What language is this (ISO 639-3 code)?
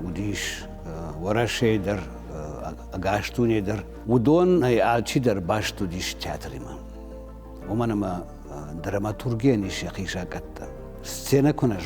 oss